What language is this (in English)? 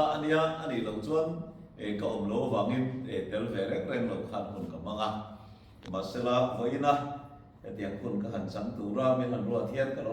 Mizo